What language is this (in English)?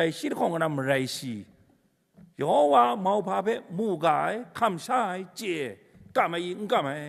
Kachin